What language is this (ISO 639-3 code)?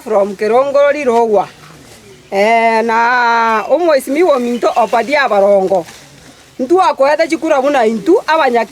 guz